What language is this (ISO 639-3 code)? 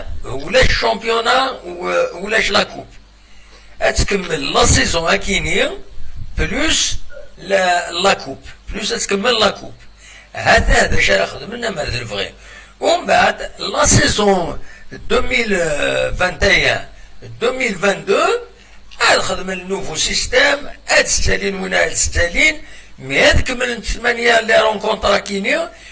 kab